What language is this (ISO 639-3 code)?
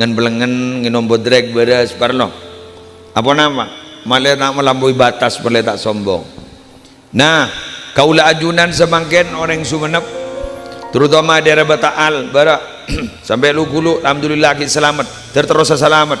mad